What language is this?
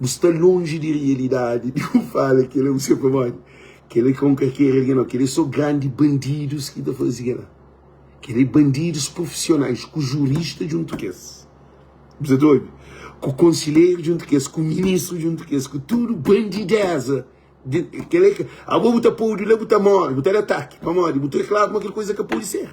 Kabuverdianu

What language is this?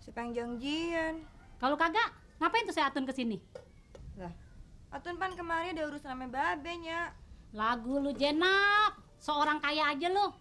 Betawi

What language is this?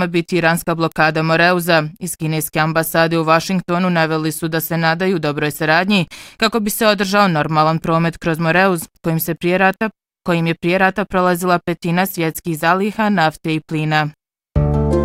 Bosnian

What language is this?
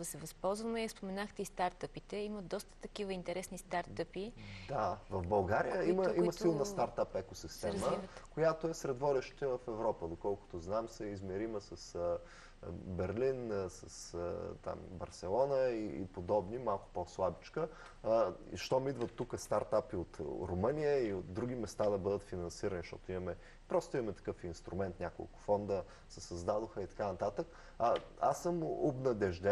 Bulgarian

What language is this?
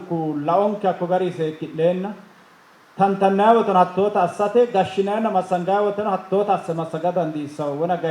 Sidamo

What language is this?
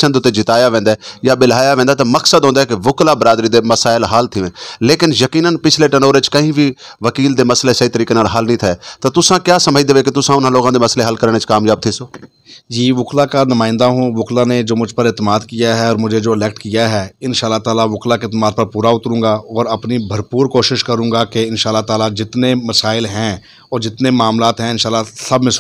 Saraiki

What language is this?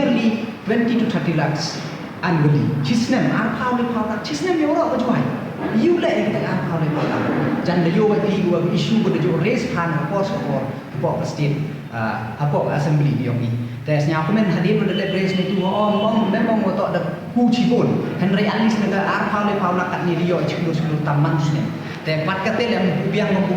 Pnar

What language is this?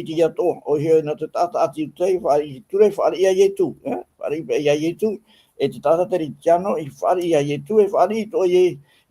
Tahitian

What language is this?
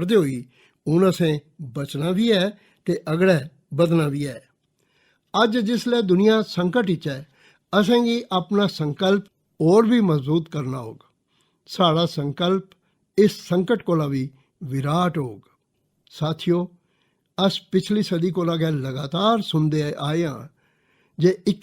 Dogri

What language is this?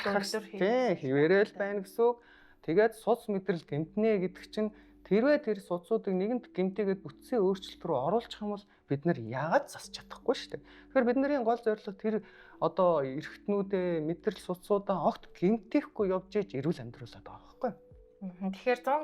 Mongolian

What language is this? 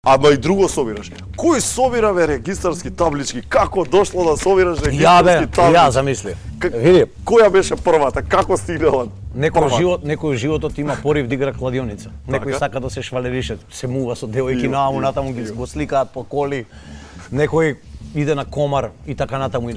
Macedonian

